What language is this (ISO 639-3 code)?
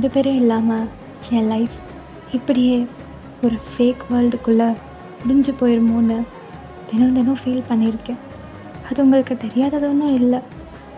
tam